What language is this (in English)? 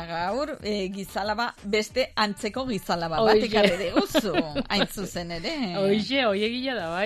Basque